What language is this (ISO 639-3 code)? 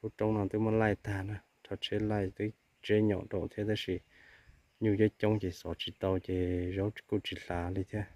hmn